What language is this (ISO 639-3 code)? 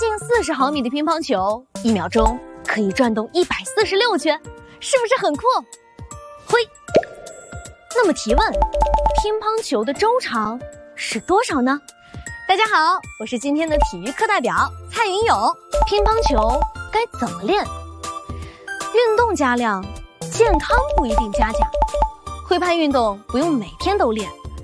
zho